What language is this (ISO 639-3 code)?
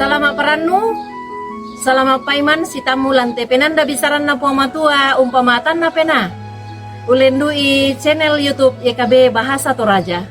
sda